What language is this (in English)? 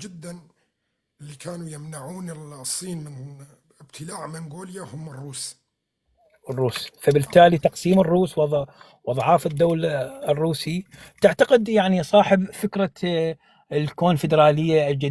North Levantine Arabic